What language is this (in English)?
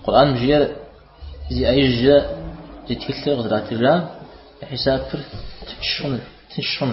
Kabardian